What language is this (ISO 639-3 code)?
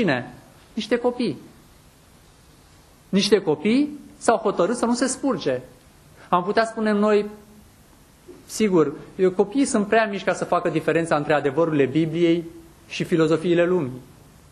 ron